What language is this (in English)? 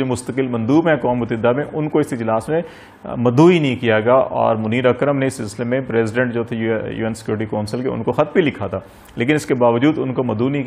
Urdu